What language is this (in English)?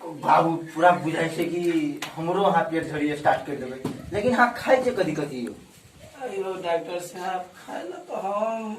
Maithili